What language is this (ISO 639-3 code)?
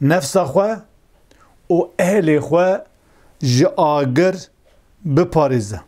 kur